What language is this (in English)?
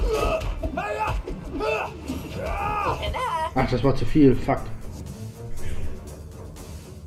German